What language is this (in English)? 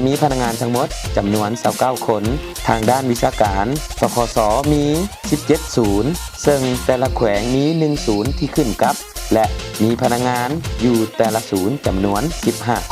Lao